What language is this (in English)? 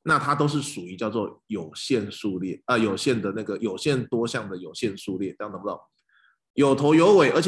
Chinese